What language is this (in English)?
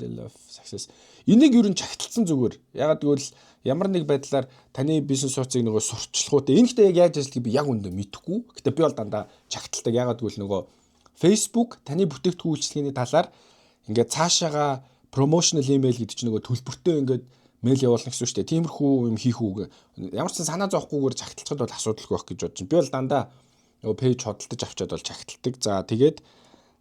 Mongolian